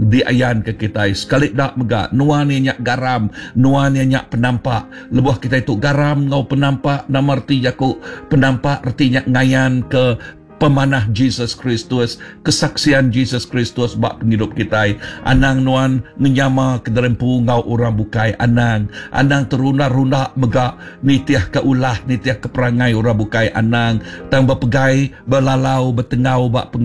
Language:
Iban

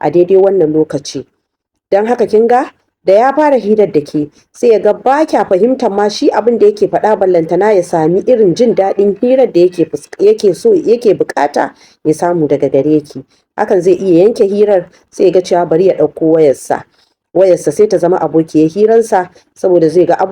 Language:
Hausa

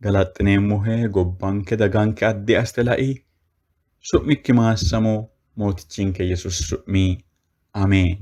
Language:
Sidamo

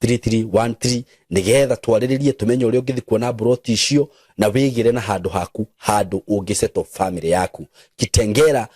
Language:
Kikuyu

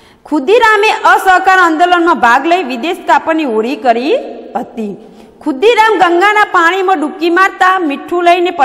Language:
Gujarati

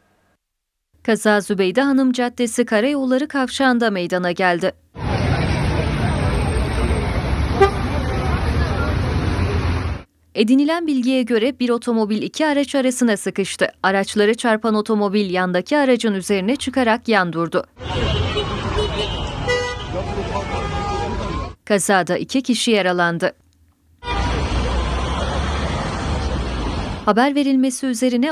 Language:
Turkish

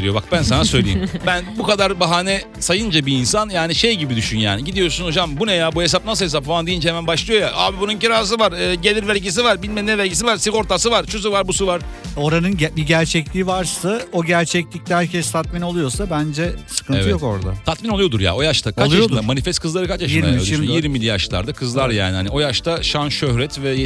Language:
Turkish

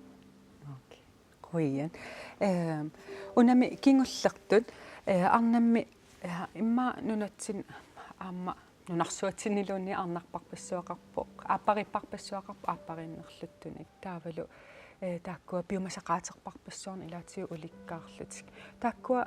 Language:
Kalaallisut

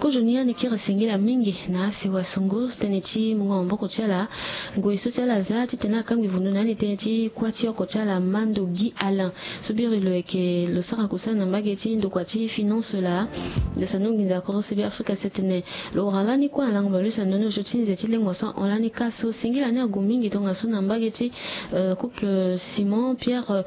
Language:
Sango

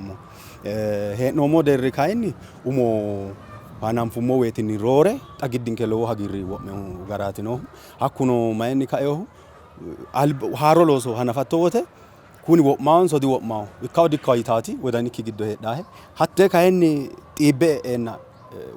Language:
Sidamo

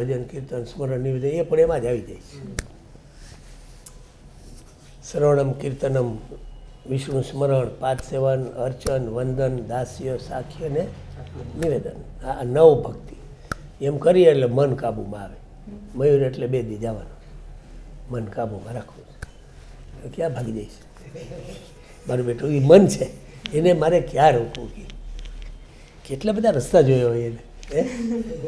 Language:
Gujarati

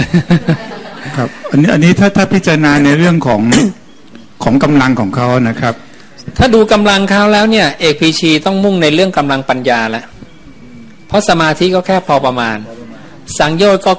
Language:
Thai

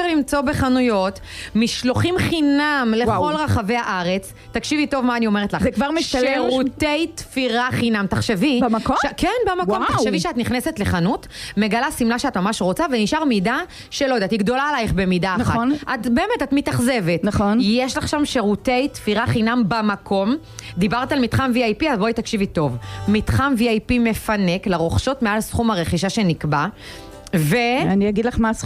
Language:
Hebrew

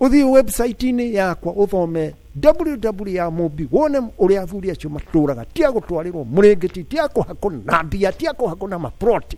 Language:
Kikuyu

